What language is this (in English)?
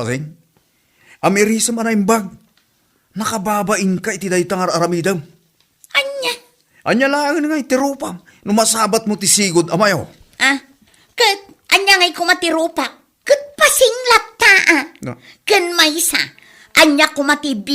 Iloko